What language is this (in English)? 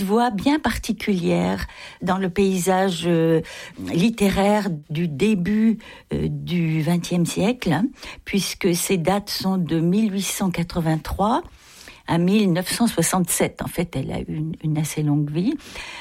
French